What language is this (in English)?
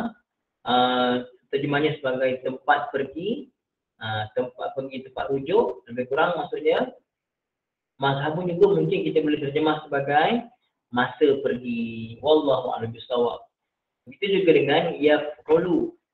Malay